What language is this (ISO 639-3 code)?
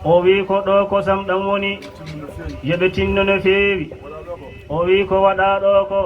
ful